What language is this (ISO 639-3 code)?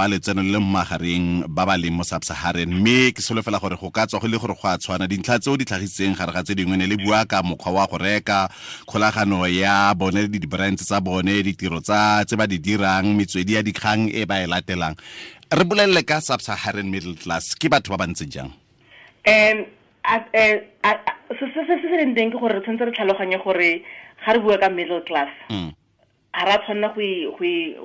tsn